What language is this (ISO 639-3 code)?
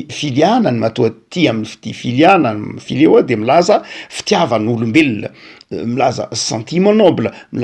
mlg